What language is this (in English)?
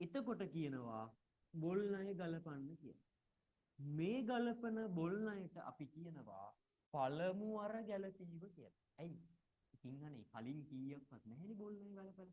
Sinhala